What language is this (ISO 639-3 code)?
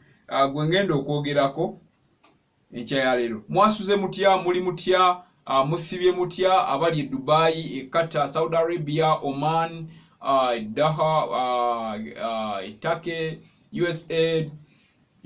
lug